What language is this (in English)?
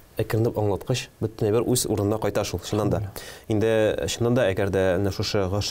Tatar